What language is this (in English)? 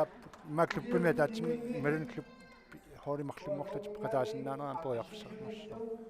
Kalaallisut